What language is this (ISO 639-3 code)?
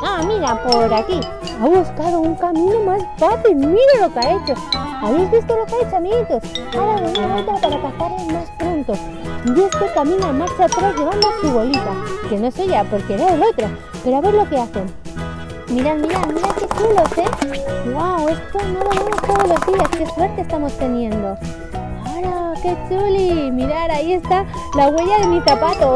spa